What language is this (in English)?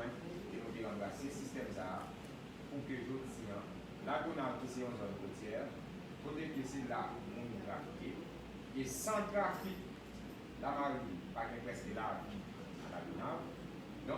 Haitian Creole